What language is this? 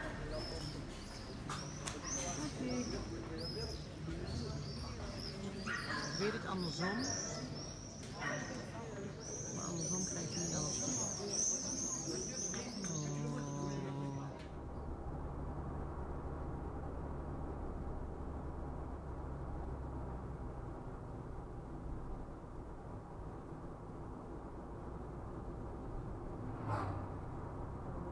Dutch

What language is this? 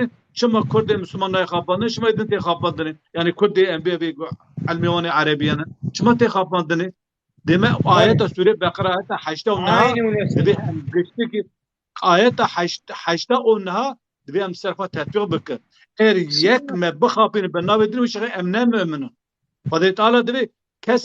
Kurdish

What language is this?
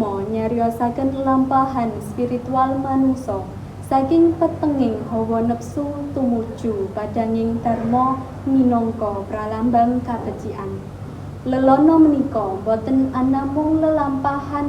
Javanese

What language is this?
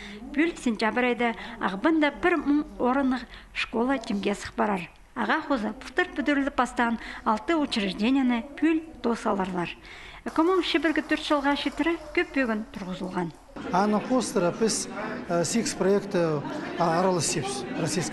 Khakas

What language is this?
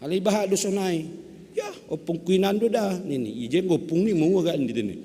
Batak Simalungun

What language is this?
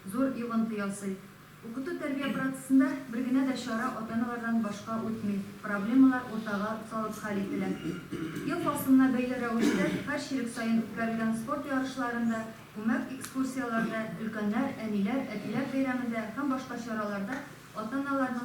Tatar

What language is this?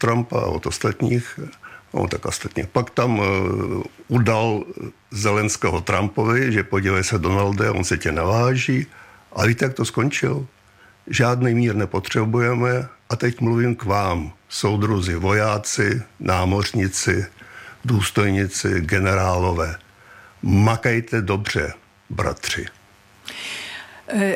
Czech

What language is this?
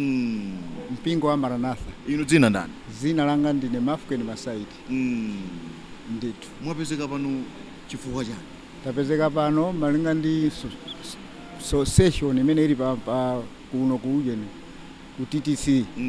Nyanja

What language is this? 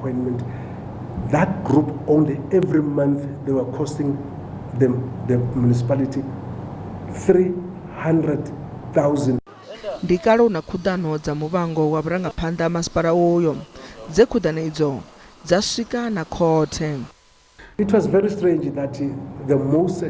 Venda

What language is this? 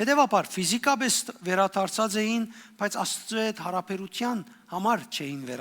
Western Armenian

